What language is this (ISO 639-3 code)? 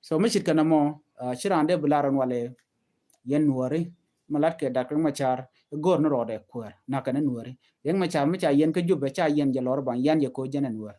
nus